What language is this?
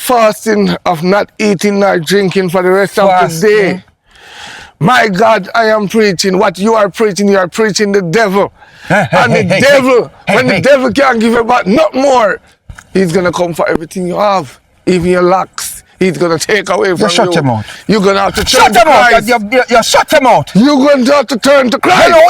Jamaican Creole English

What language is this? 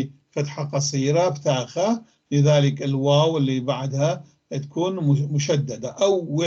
North Levantine Arabic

